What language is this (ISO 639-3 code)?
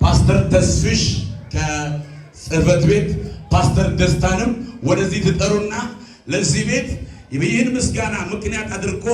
amh